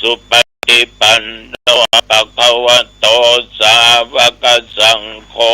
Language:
Pali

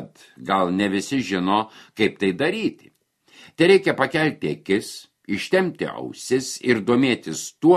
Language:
Lithuanian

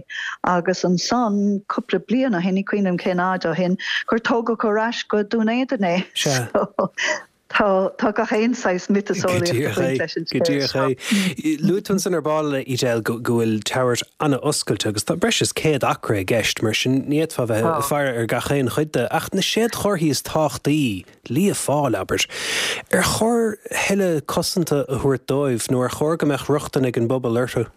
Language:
Irish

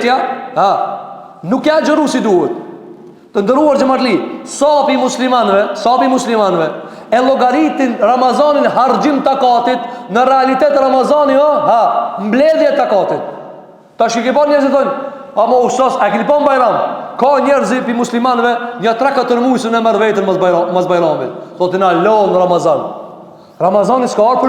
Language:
Albanian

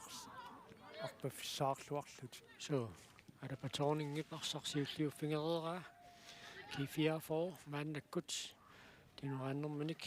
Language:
Kalaallisut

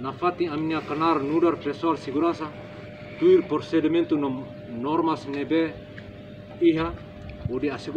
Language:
Tetum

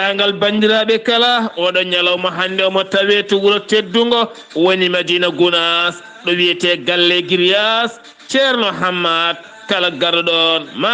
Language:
Fula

